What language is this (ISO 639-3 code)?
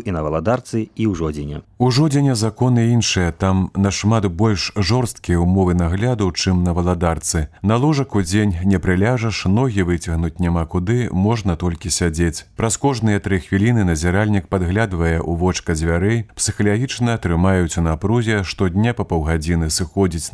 bel